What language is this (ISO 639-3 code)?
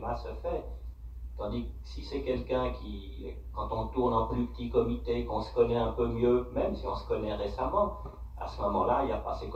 fra